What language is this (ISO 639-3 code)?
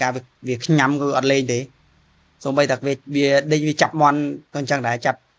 khm